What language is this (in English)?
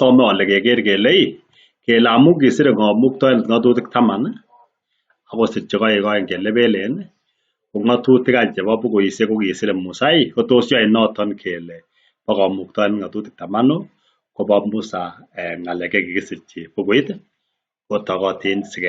Kalenjin